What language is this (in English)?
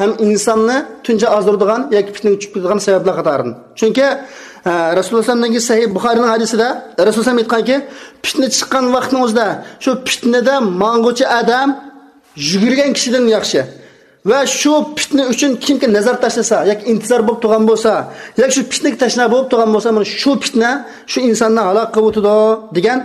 Uyghur